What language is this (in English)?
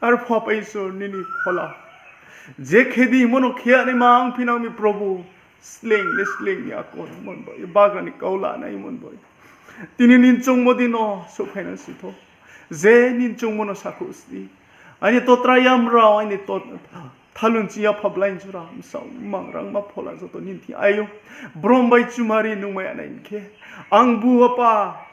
Riang (India)